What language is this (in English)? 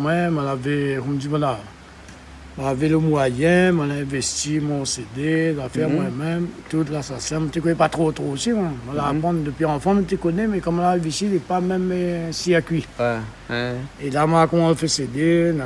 Réunion Creole French